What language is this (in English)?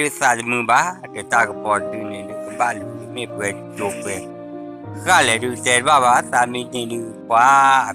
S'gaw Karen